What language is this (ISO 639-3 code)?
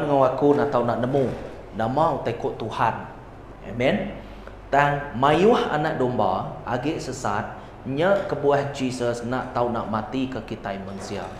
iba